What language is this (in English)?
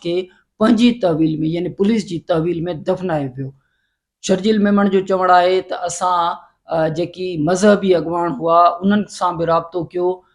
Sindhi